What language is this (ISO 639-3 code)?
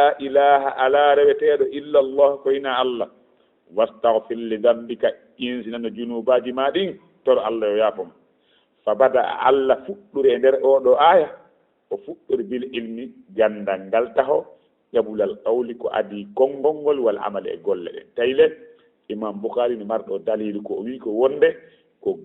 ful